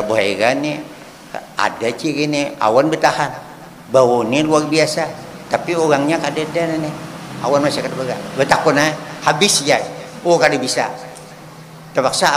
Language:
Banjar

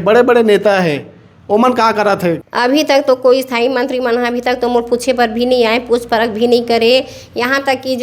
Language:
Chhattisgarhi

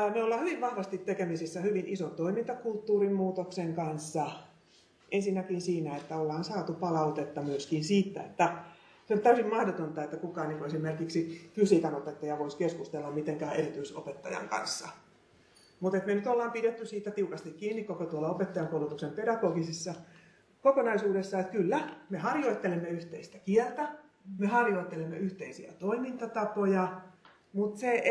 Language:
Finnish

